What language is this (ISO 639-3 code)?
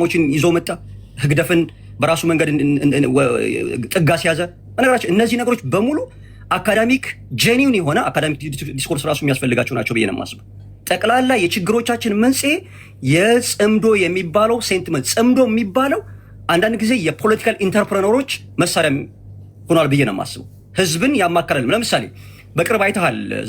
amh